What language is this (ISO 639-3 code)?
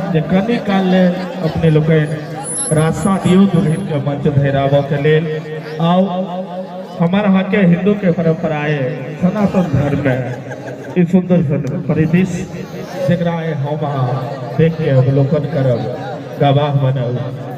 mai